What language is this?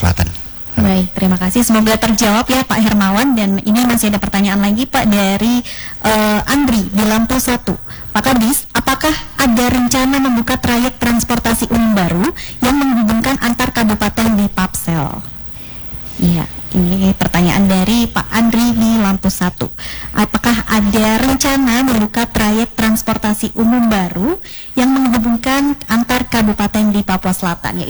Indonesian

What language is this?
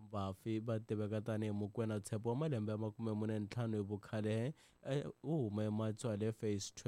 Tsonga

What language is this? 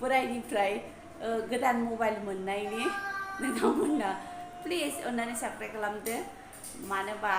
Bodo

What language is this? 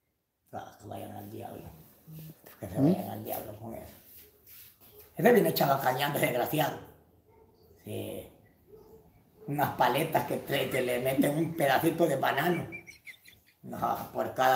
Spanish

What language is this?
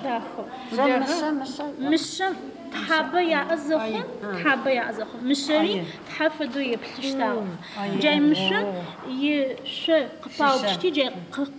Adyghe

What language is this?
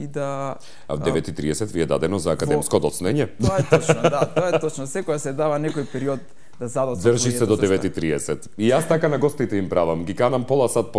Macedonian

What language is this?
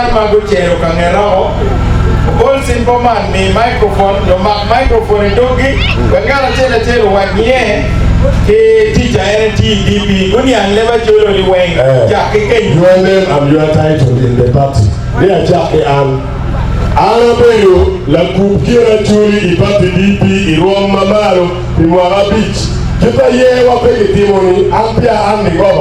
Acoli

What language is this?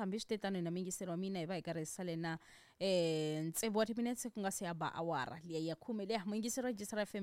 Tsonga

